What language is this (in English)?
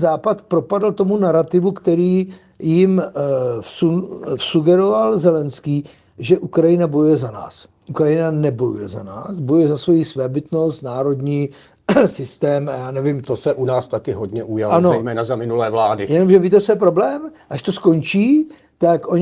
Czech